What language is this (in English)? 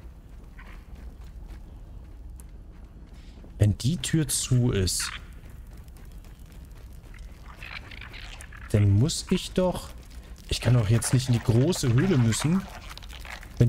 German